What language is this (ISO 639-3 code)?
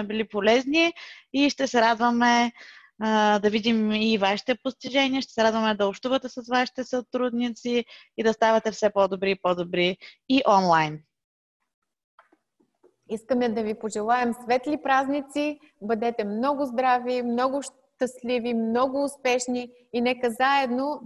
bul